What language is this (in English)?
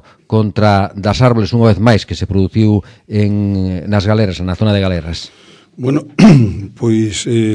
Galician